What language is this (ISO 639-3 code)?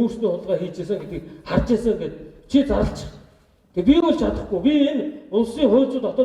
mon